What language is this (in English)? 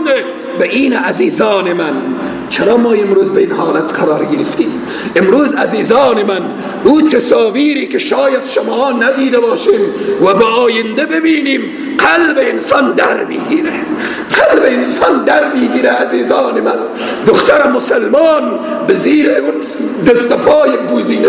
Persian